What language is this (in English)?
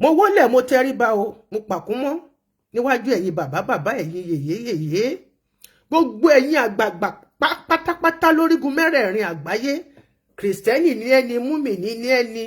Yoruba